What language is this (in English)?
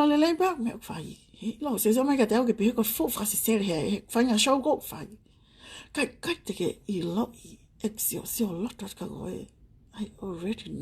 Tongan